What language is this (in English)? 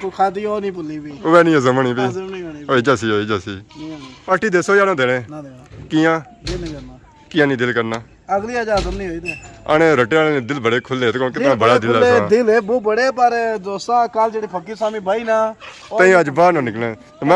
Pahari-Potwari